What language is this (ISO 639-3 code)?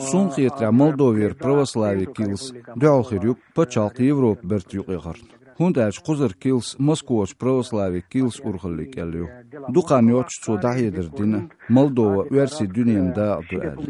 che